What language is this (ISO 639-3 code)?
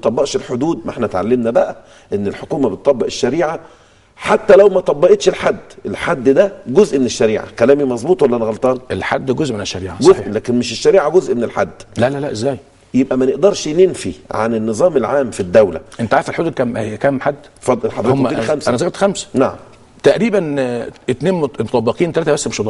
arz